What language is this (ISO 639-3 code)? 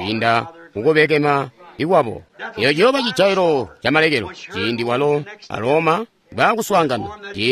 toi